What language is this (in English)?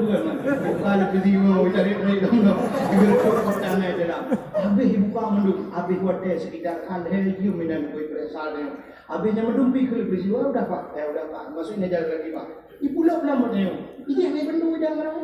Achinese